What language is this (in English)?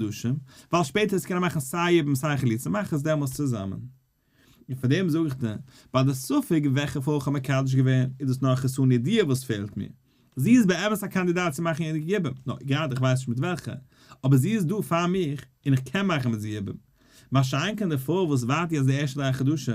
Yiddish